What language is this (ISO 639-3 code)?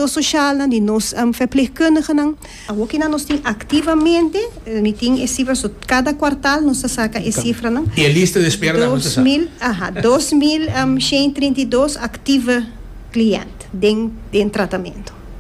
pap